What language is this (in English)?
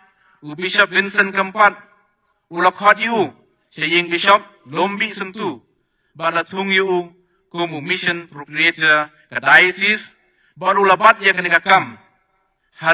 Khasi